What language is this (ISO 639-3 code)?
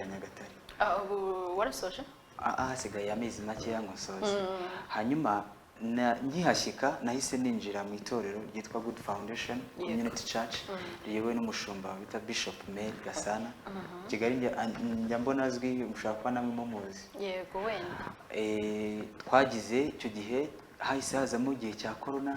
kin